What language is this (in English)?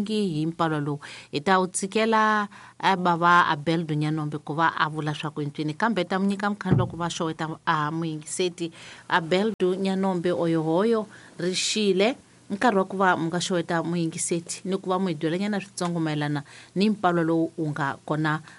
Tsonga